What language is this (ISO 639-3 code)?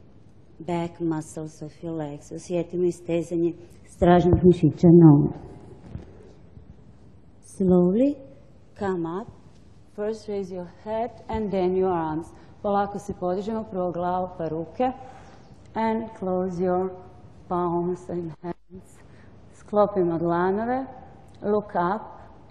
hrv